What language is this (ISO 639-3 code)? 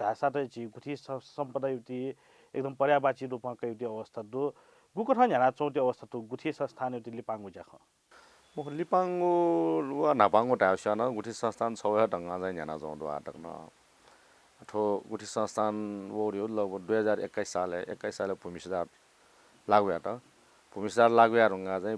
new